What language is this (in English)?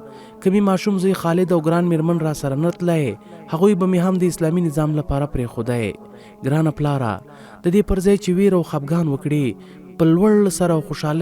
Pashto